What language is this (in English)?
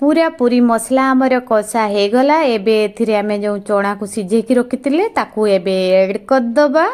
Odia